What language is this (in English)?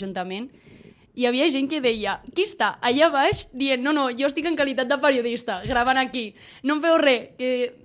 Catalan